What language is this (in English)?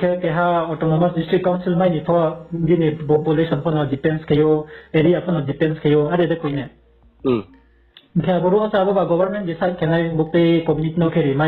Riang (India)